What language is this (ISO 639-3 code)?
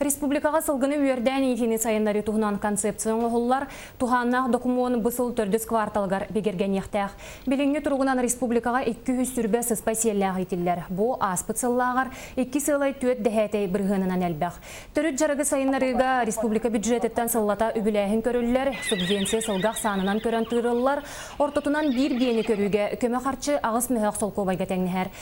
sah